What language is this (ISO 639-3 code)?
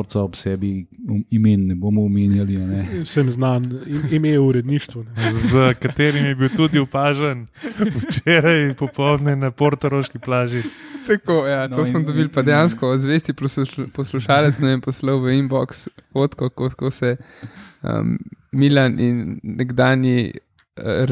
slv